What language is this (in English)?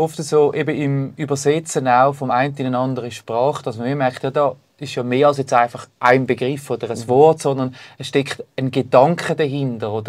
Swiss German